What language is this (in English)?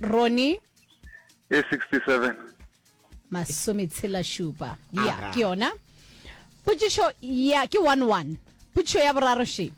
Northern Sotho